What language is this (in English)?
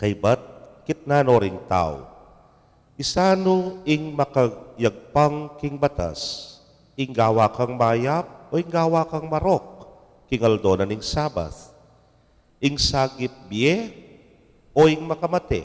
Pampanga